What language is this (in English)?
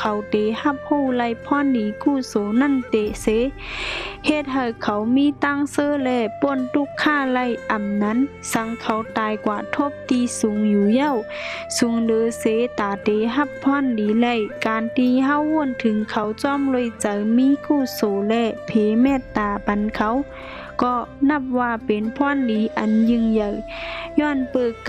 Shan